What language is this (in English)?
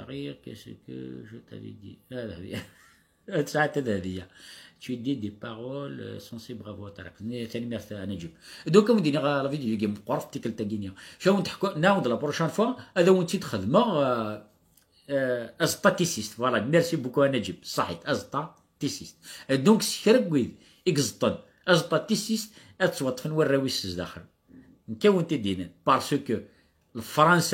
Kabyle